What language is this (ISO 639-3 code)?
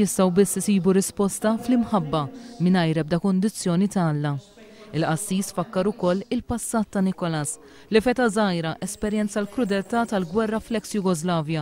mlt